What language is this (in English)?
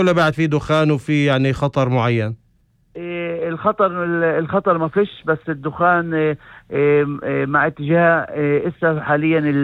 North Levantine Arabic